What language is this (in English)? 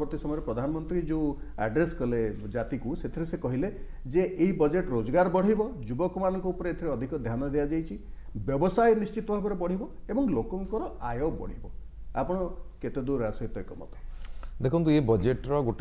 Odia